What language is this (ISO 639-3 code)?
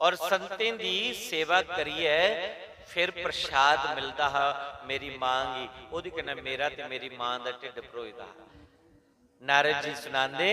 doi